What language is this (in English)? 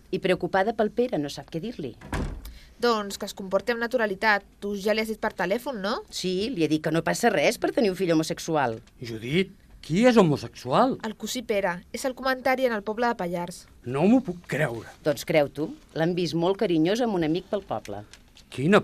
Catalan